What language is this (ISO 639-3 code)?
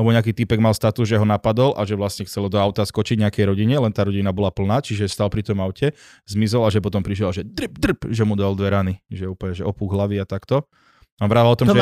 slk